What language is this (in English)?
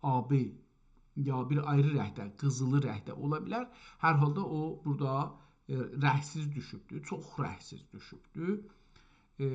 South Azerbaijani